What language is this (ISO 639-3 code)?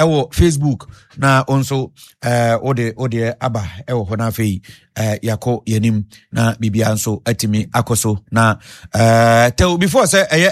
aka